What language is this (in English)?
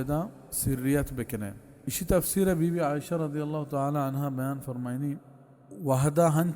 Baluchi